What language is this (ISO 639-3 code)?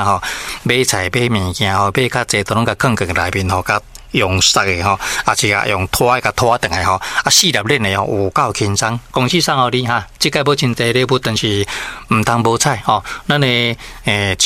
nan